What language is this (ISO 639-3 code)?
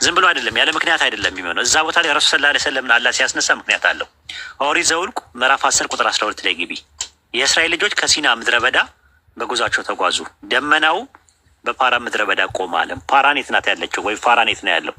amh